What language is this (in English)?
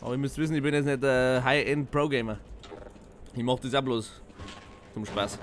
Bavarian